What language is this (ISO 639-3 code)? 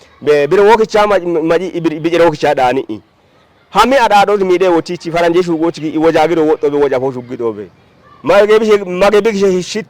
kbr